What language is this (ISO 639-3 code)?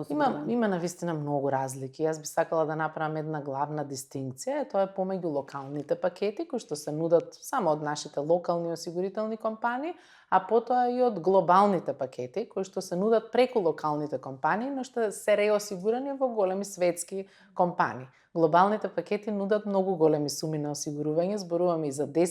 mkd